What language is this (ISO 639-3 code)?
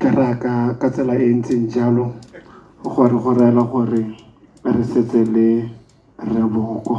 tsn